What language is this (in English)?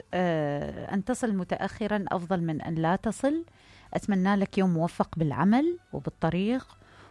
Mesopotamian Arabic